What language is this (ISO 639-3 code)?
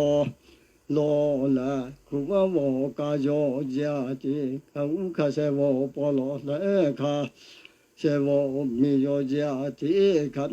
lhu